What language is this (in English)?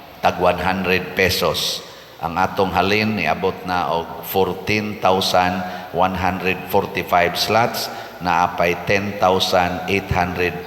Cebuano